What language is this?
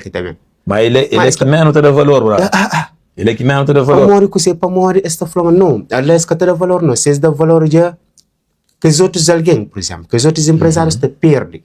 Kabuverdianu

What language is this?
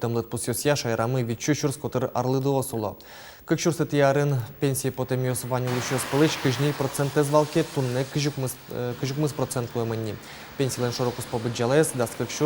Udmurt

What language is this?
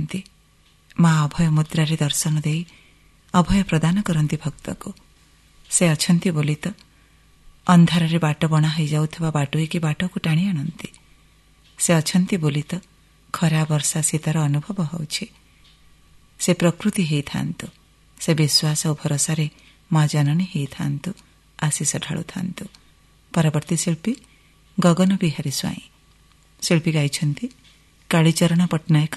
Odia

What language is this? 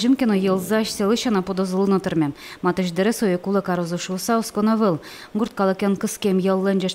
Udmurt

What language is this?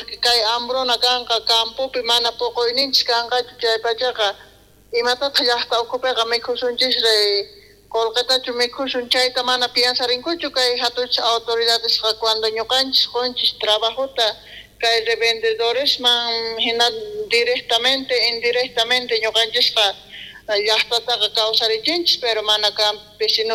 South Bolivian Quechua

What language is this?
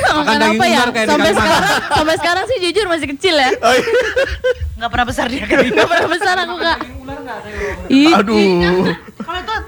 Indonesian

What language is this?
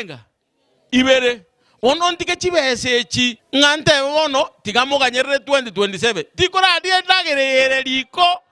Gusii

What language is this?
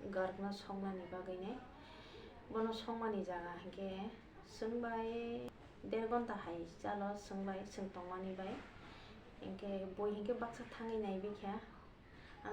Kok Borok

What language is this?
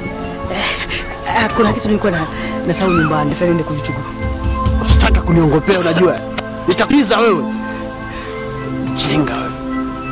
Swahili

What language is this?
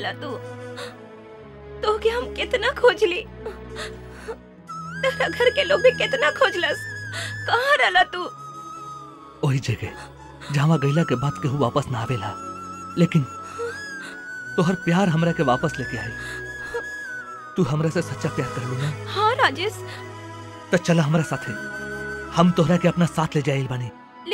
Bhojpuri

